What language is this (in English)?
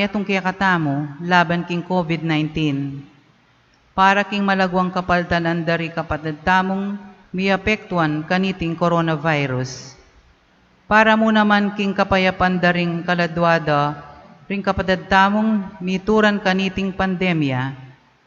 Pampanga